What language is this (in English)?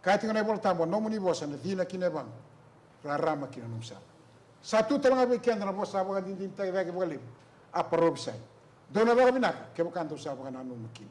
Fijian